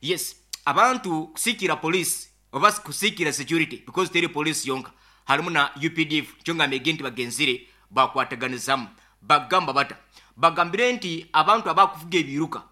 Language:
Nyoro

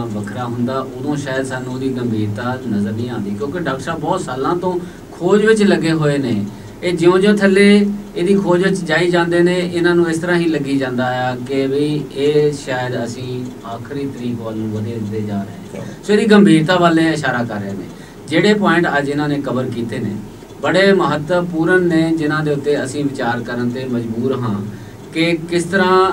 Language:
Punjabi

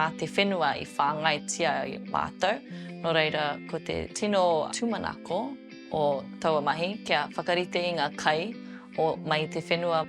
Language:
Māori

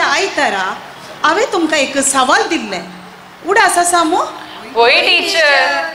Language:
Konkani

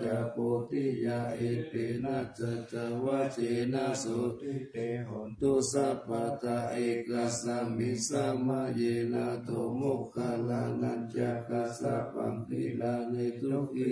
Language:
Pali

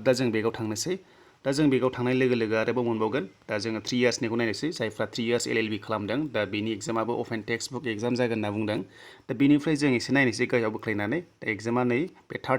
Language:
Bodo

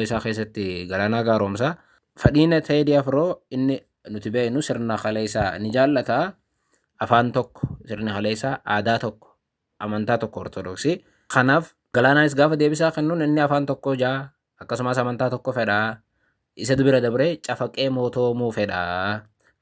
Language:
Oromo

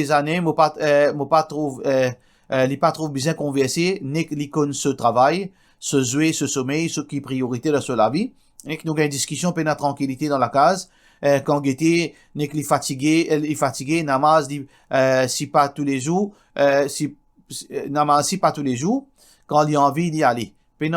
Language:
Morisyen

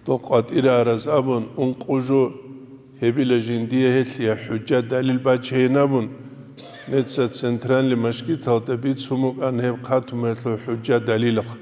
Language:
Avaric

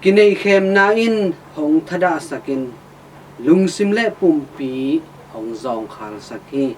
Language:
Tedim Chin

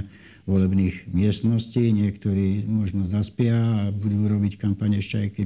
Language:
Slovak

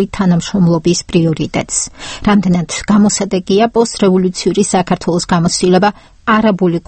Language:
Georgian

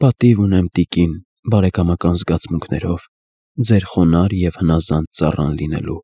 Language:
Armenian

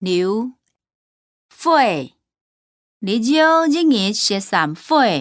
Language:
Hakka Chinese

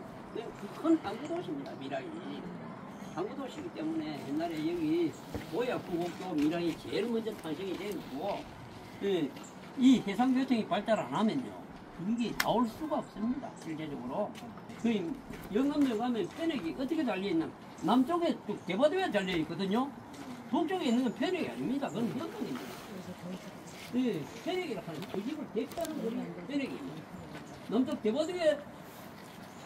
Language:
Korean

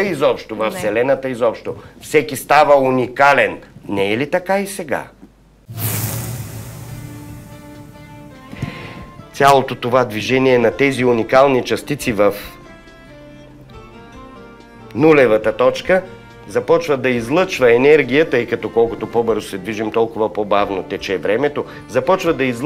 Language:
Bulgarian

